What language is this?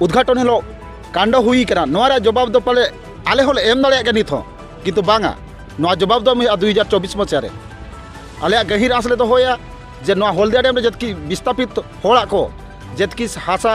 Santali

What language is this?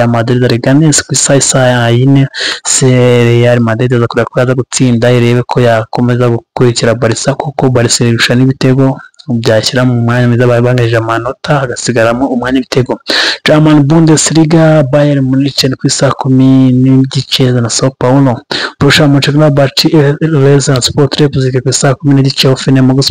Kinyarwanda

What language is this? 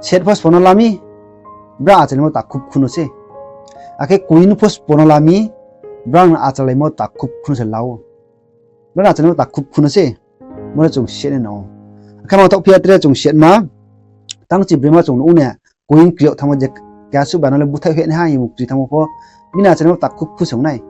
Riang (India)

